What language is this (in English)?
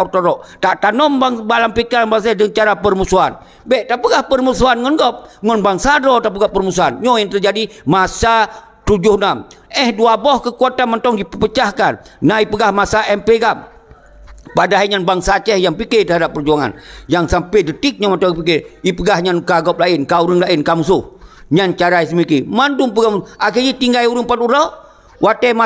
Achinese